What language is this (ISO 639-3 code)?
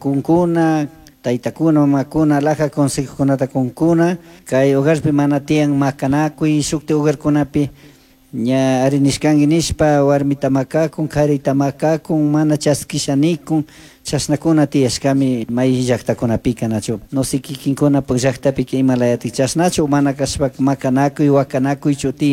qug